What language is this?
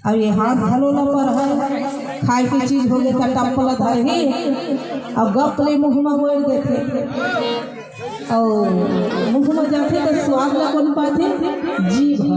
Chhattisgarhi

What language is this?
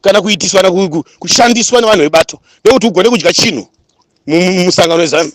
Shona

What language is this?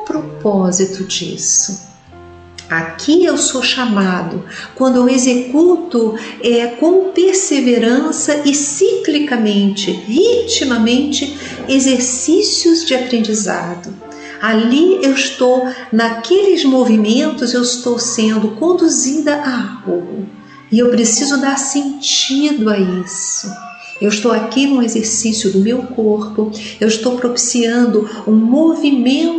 Portuguese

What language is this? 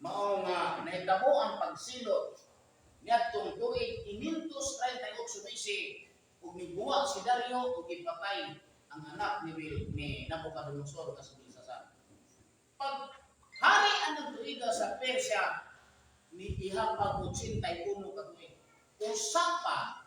Cebuano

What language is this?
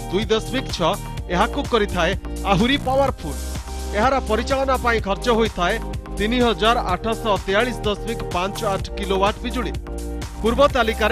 Odia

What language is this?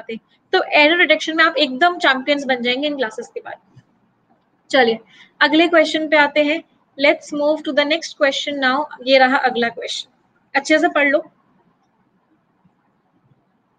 Hindi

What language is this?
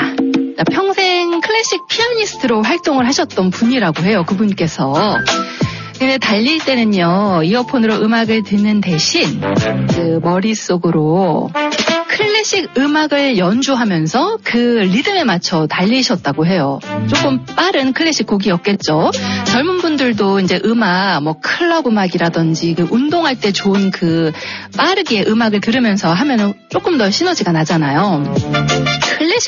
Korean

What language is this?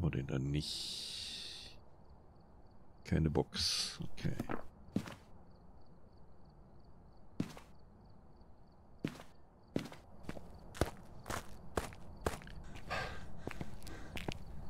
German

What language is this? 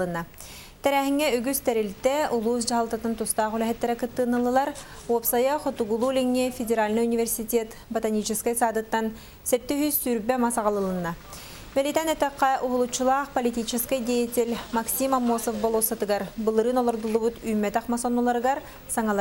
Yakut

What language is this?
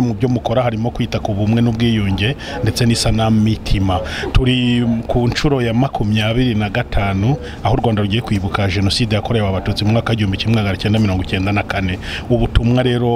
Kinyarwanda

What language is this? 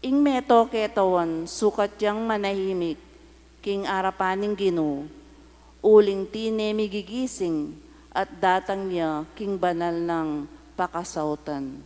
Pampanga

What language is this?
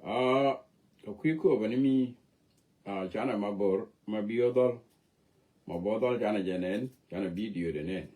Nuer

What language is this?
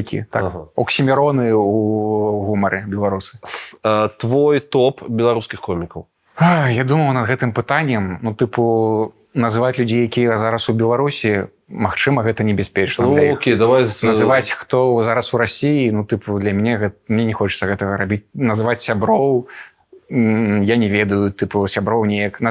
Belarusian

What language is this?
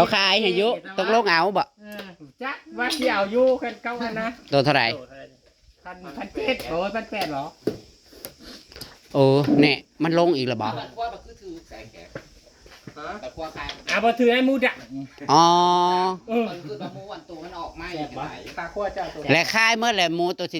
Northeastern Thai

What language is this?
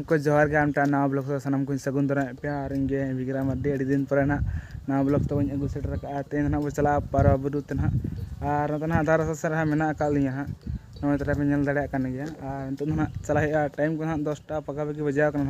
Santali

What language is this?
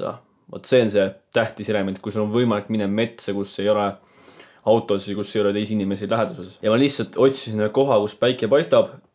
Estonian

